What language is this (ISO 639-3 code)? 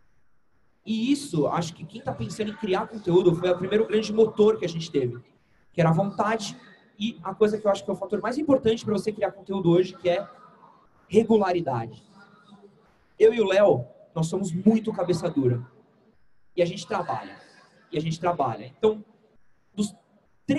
por